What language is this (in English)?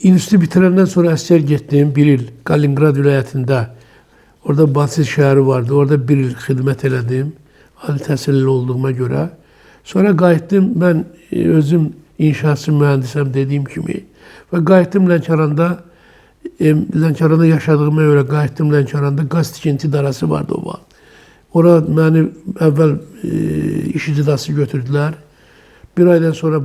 Azerbaijani